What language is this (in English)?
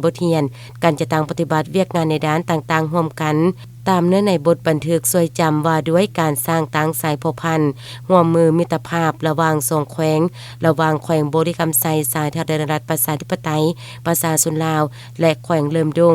Lao